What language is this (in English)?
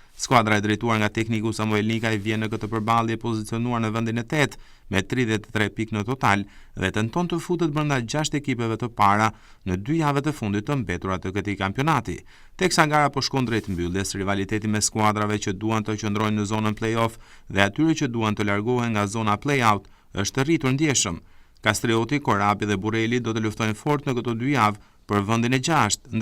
Albanian